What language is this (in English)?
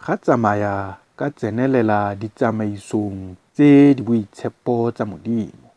Tswana